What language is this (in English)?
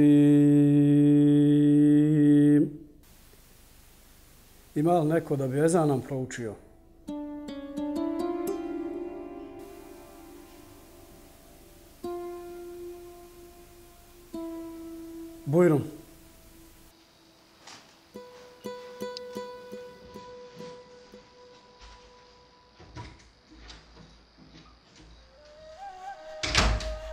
Bosnian